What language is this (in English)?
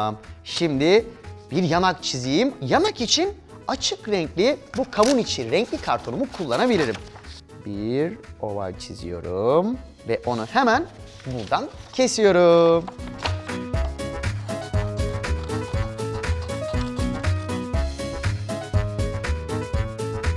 Turkish